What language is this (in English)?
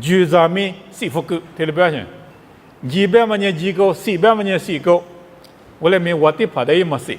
Lisu